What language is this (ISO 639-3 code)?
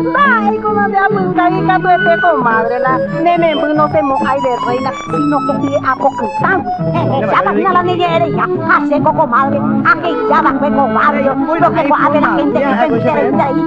grn